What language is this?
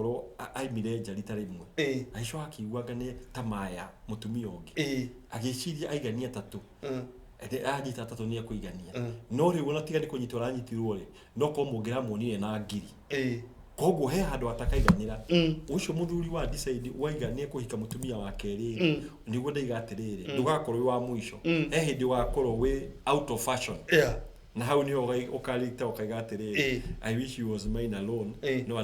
Kikuyu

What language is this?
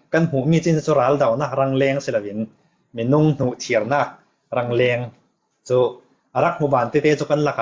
Falam Chin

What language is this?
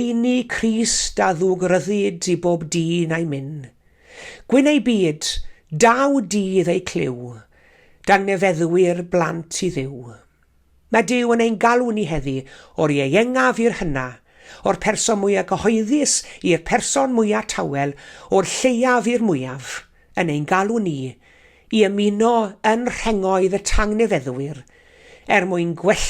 Welsh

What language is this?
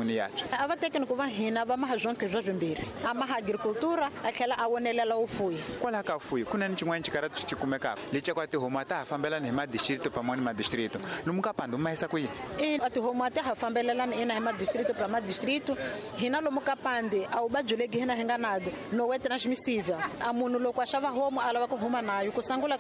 Tsonga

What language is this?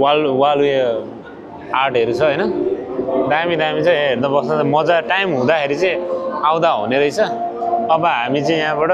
Nepali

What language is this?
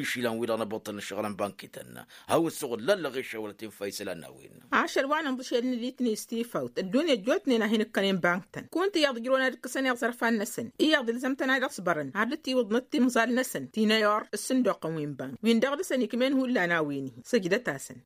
Tamasheq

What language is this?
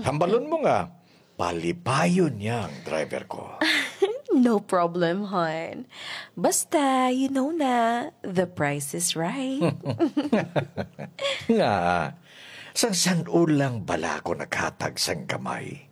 Hiligaynon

